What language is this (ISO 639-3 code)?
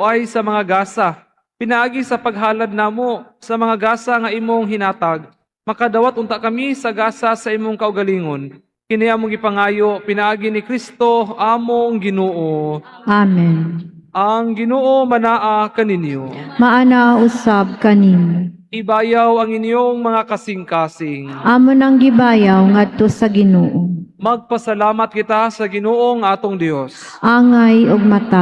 ceb